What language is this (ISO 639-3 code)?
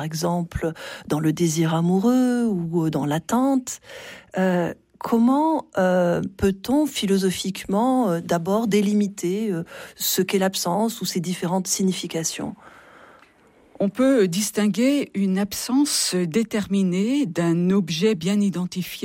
fra